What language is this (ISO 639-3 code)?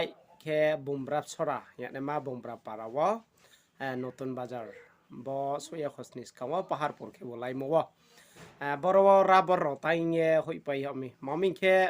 ria